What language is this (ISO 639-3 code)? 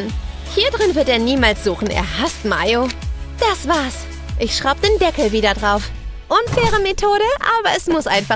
deu